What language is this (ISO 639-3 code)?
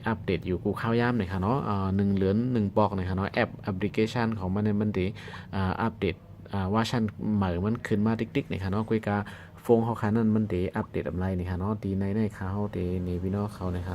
shn